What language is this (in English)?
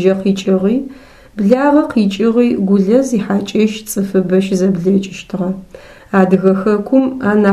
Adyghe